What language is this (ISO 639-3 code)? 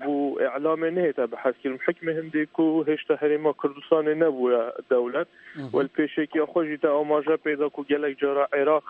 kur